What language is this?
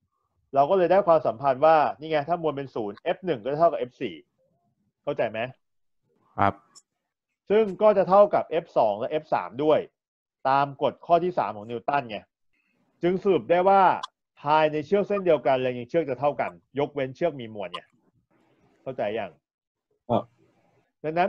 Thai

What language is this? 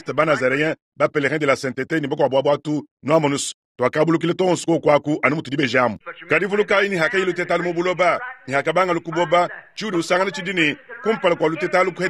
Luba-Lulua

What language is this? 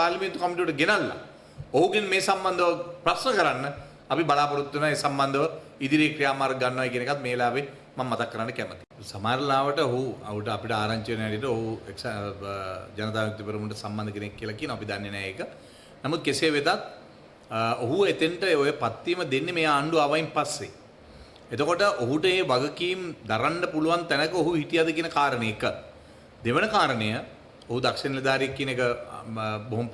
Sinhala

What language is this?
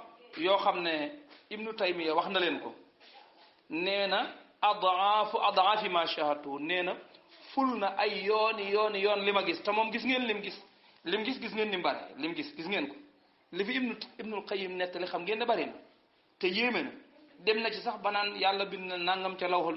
Wolof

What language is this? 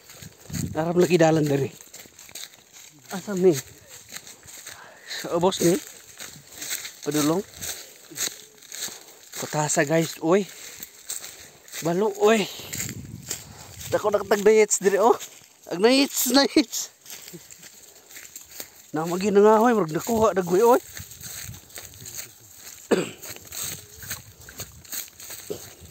Cebuano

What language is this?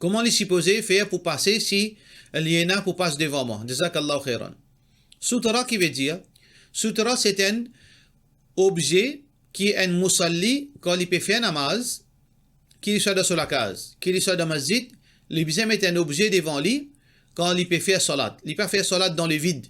Morisyen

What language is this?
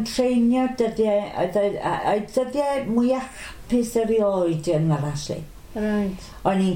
Welsh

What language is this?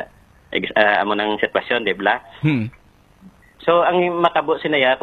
Hiligaynon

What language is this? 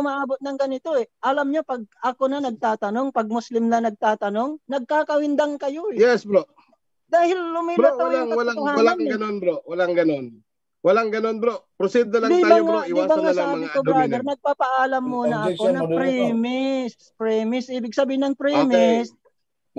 Filipino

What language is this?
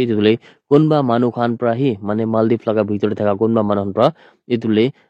Naga Pidgin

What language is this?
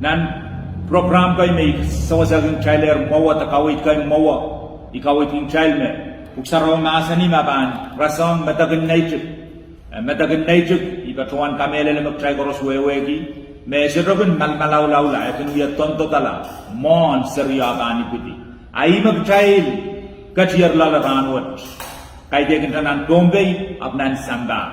Pohnpeian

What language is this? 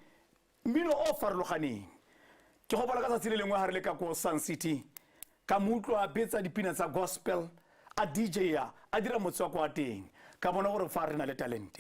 Tswana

